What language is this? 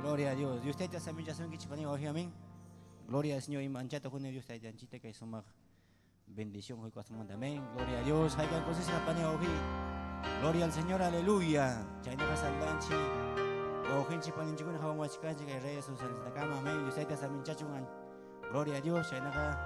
Ayacucho Quechua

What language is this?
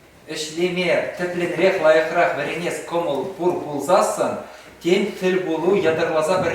Chuvash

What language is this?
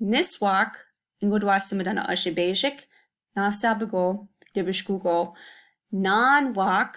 Chippewa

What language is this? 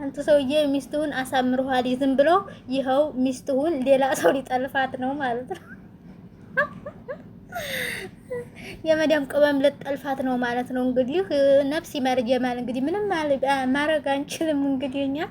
Amharic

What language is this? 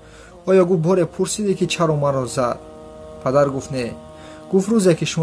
Tajik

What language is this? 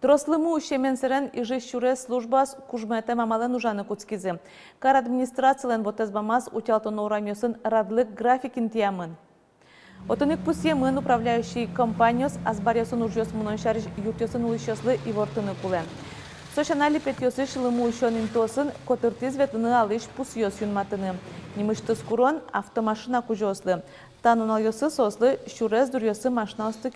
Udmurt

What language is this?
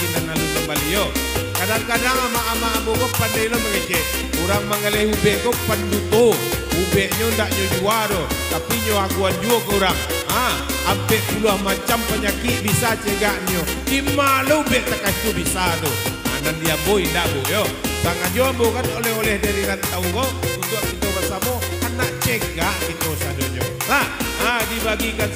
Minangkabau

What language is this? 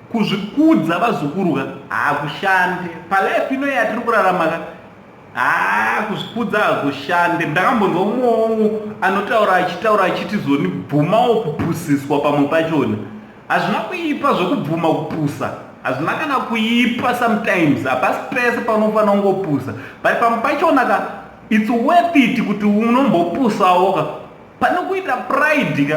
Shona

